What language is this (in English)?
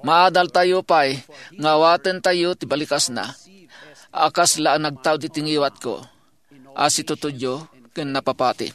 Iloko